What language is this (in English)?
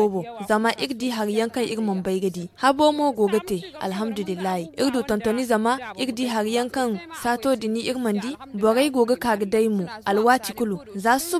Zarma